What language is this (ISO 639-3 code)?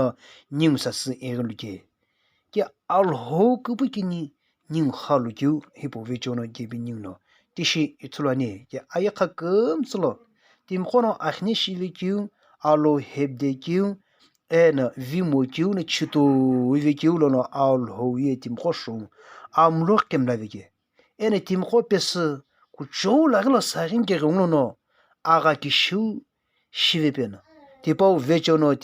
nsm